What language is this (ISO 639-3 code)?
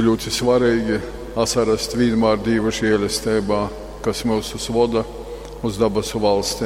ltg